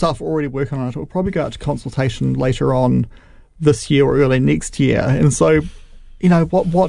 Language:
English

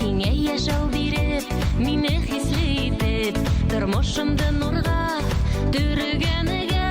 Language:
Bashkir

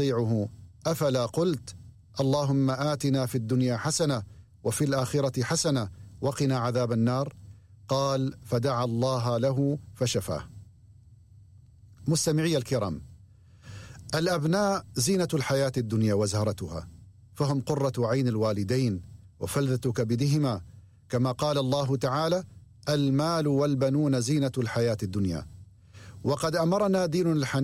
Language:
Arabic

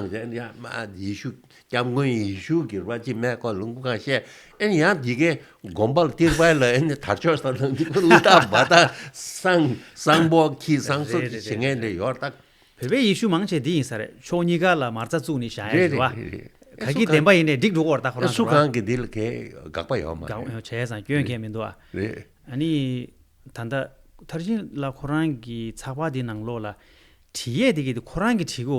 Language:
Tibetan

